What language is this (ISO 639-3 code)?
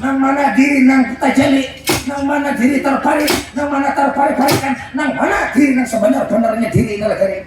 bjn